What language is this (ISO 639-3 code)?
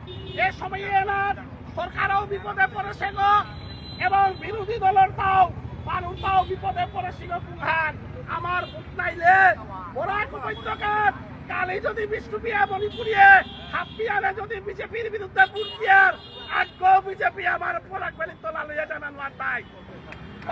bpy